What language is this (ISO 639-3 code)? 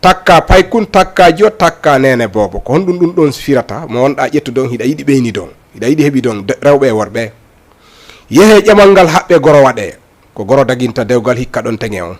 ful